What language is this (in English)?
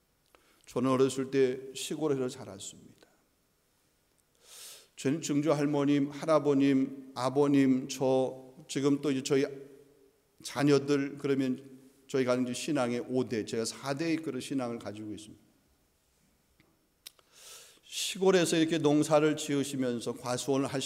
Korean